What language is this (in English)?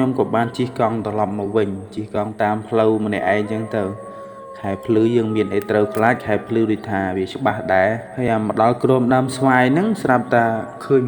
Khmer